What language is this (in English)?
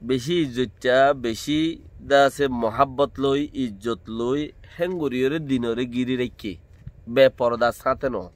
Rohingya